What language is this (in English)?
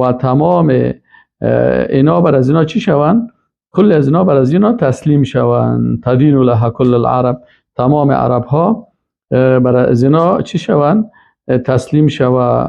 Persian